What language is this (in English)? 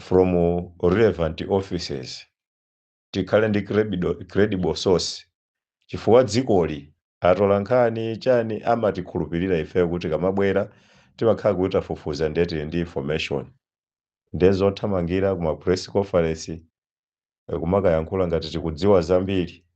Nyanja